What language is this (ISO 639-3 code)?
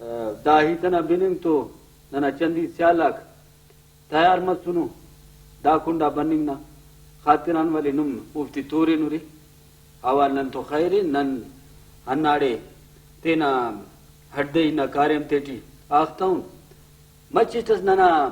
brh